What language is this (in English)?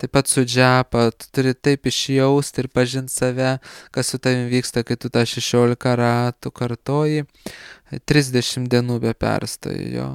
Lithuanian